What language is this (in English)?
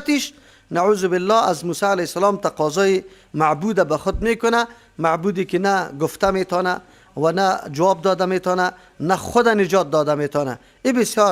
Persian